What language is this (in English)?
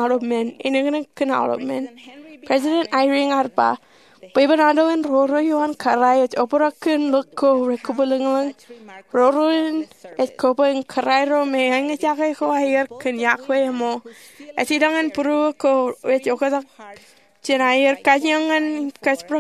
Marshallese